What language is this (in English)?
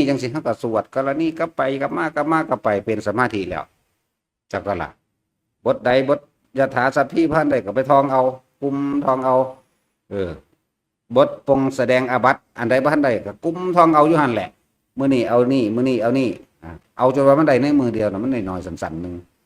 Northeastern Thai